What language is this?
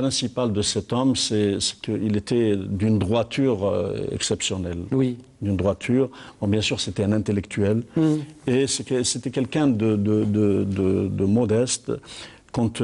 French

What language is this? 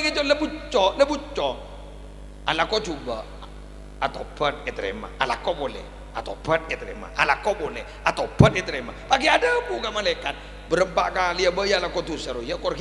Madurese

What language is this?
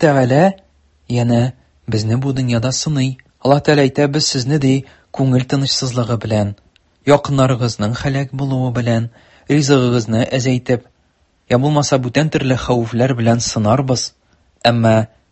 Tatar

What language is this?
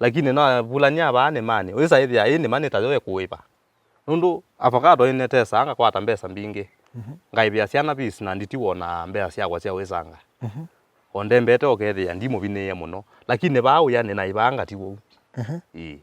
Kamba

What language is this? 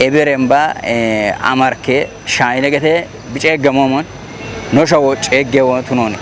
Kafa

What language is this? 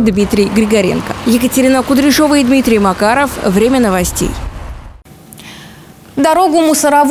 Russian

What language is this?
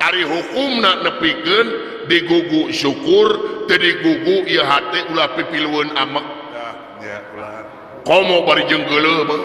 Sundanese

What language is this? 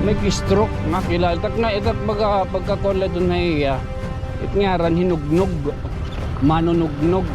Waray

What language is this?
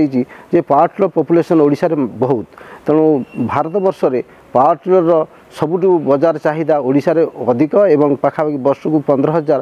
Odia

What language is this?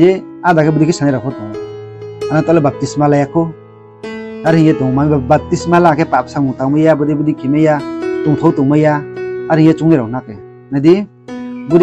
Riang (India)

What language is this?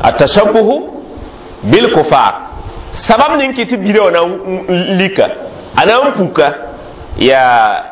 Mossi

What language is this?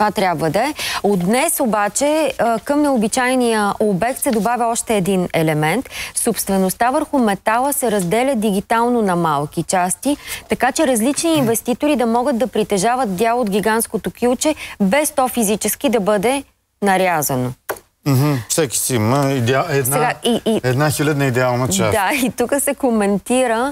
Bulgarian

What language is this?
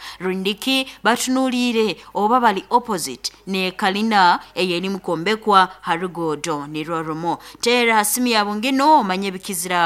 Nyoro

